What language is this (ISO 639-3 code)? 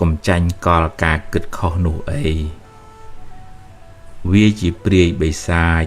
khm